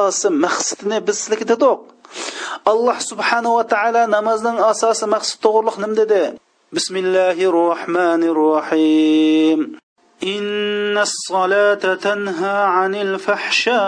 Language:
Uyghur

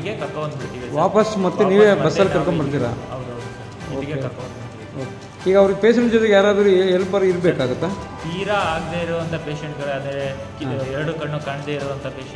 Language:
Kannada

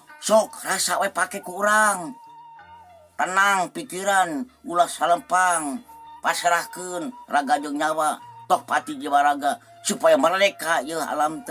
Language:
Sundanese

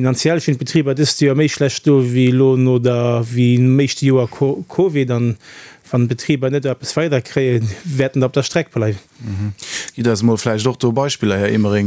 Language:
Luxembourgish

